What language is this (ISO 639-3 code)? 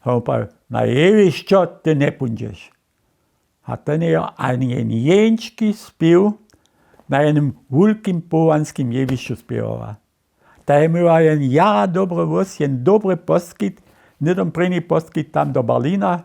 hsb